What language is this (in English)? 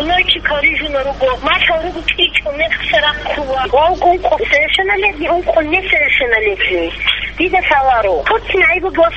Avaric